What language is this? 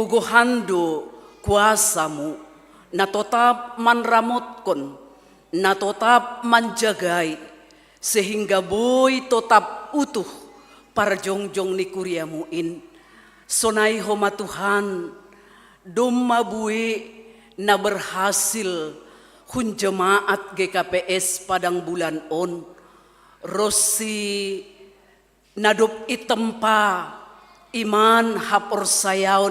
Batak Simalungun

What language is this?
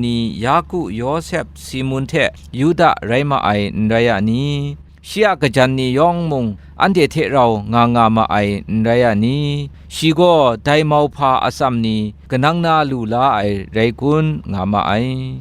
Kachin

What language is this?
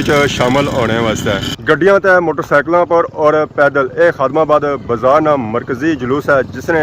Pahari-Potwari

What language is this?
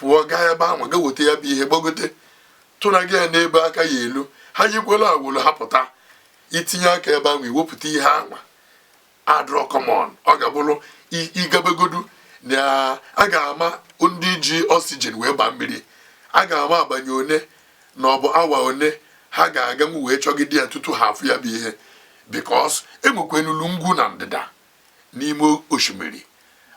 Igbo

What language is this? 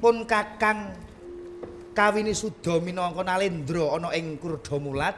Javanese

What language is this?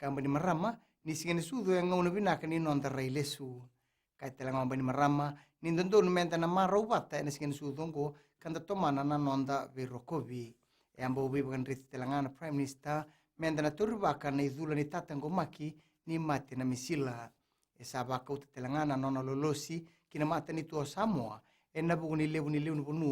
Fijian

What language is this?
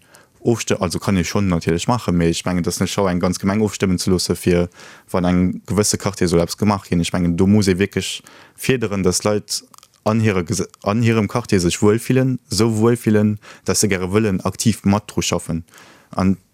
Luxembourgish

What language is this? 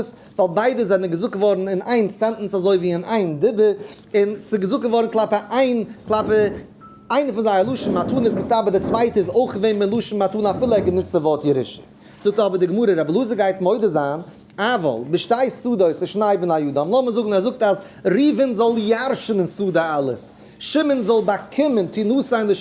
Yiddish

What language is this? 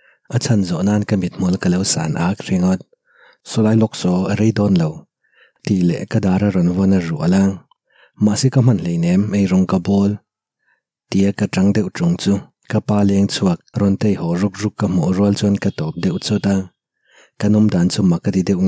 Mizo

